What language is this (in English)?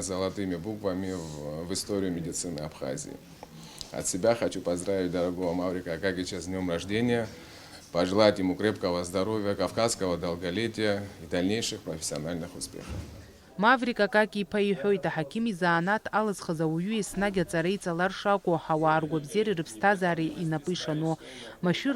Abkhazian